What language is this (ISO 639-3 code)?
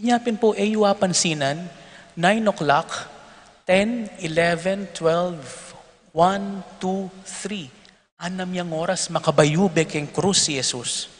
pam